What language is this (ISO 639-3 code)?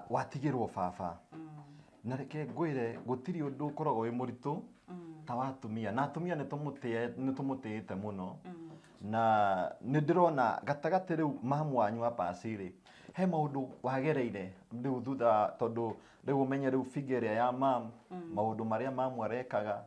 kik